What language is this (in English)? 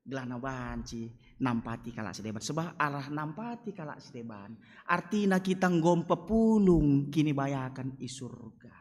Batak Karo